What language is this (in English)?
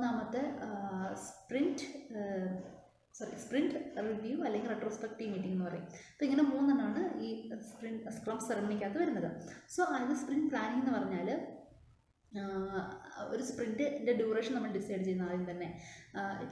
Malayalam